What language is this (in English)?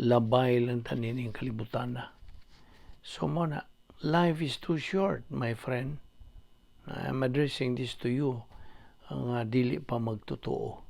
Cebuano